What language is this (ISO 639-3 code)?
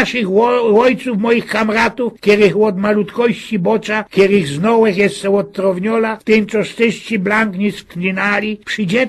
szl